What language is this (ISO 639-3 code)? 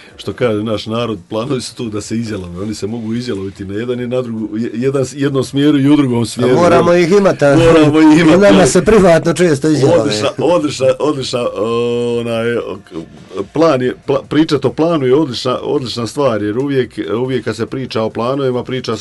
hrv